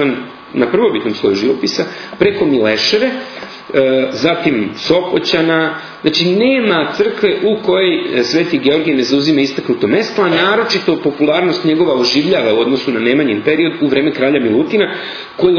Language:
Serbian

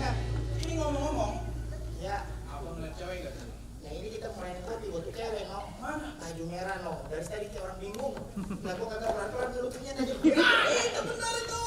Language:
Betawi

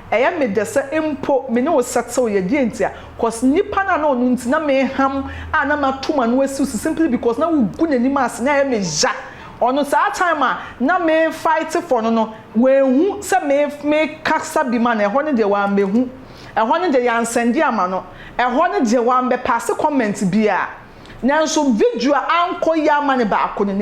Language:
Akan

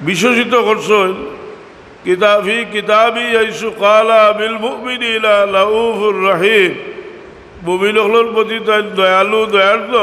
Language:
Sylheti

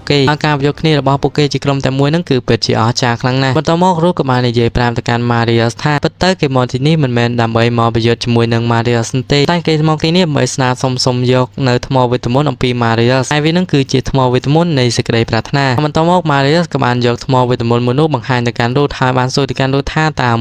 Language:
Khmer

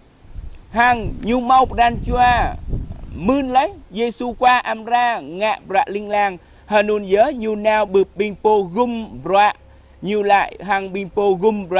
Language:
Jarai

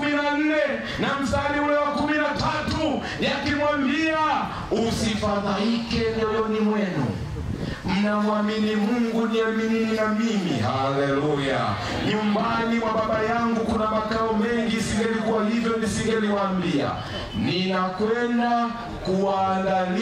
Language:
Swahili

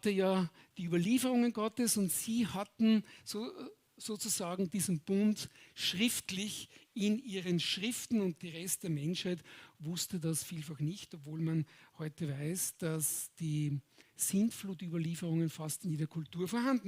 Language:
Swiss German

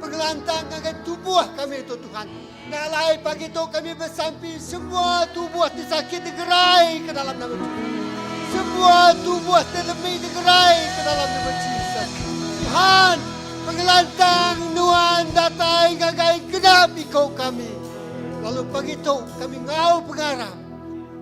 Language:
Iban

